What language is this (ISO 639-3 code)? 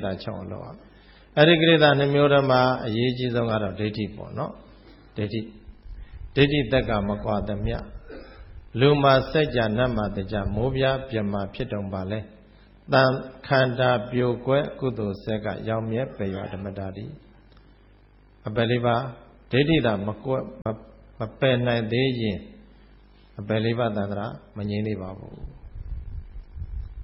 mya